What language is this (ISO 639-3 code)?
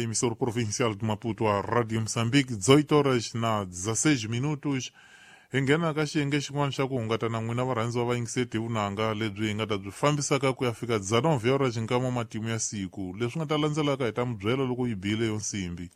tso